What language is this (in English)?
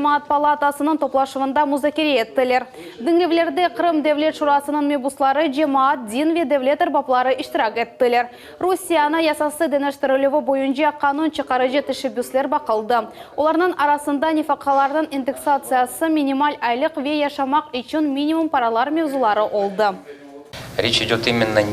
Crimean Tatar